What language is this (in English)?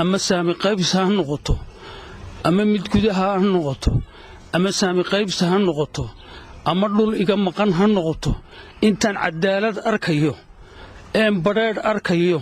Somali